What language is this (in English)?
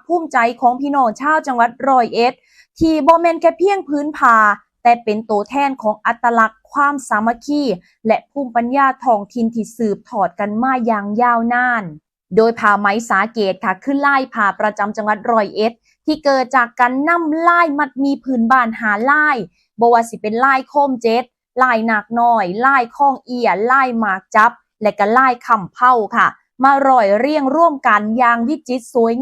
Northeastern Thai